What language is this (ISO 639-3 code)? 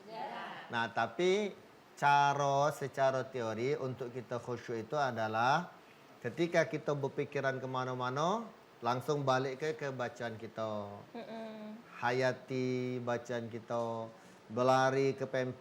mui